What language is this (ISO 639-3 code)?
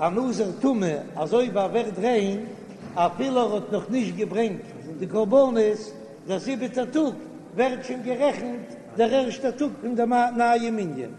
yid